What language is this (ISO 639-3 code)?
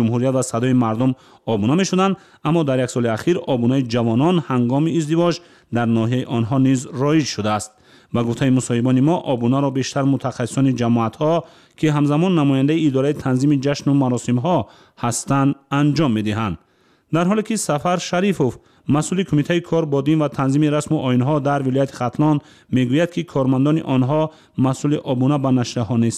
tgk